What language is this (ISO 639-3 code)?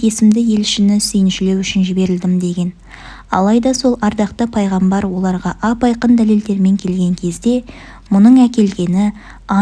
kaz